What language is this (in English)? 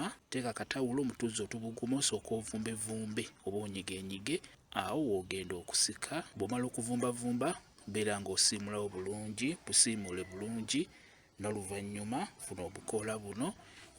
Ganda